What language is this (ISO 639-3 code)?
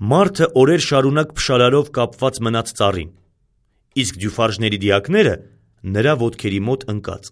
hye